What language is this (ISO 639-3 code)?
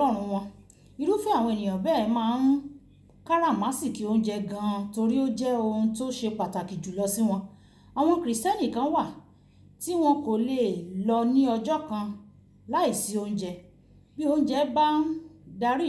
yor